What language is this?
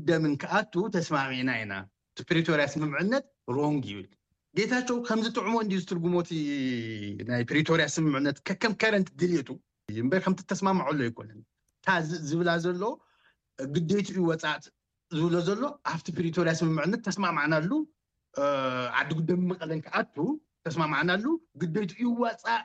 Tigrinya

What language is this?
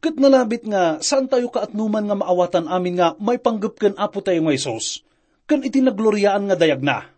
Iloko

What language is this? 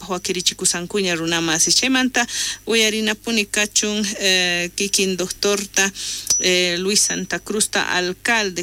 South Bolivian Quechua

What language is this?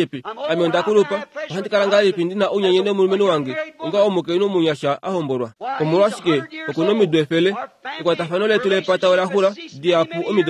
Kuanyama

